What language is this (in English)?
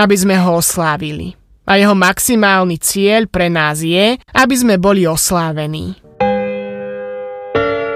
Slovak